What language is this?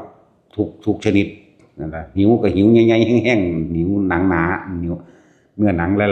Northeastern Thai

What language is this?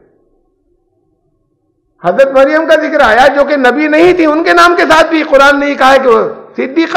Urdu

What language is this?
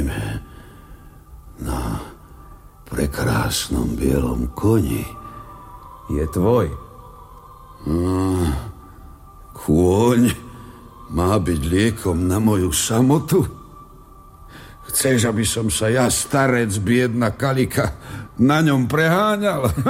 Slovak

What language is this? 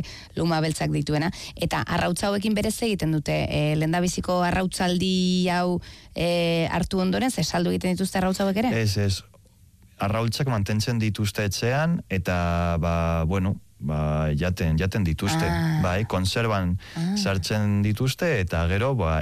Basque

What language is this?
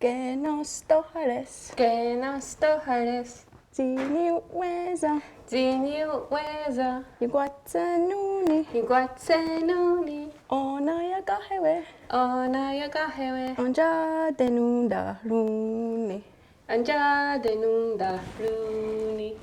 Mohawk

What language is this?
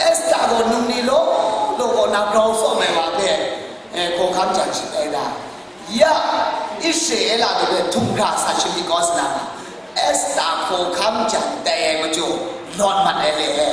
Kachin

